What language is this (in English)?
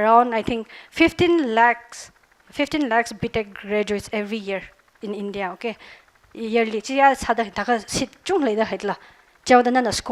Tangkhul Naga (India)